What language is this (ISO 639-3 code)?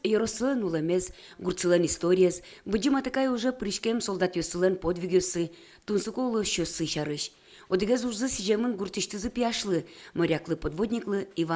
udm